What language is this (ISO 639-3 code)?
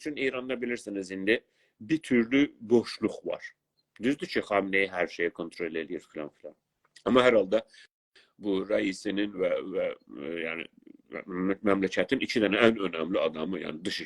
azb